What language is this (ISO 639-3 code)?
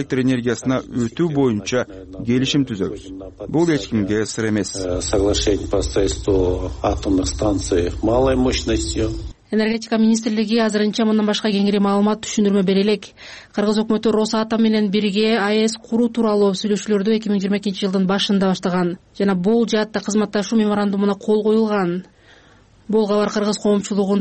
kir